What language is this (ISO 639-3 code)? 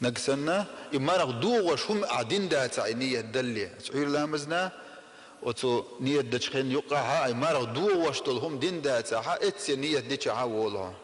che